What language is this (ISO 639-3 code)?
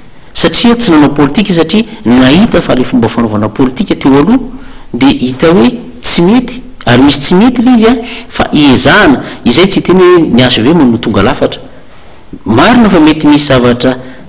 mlg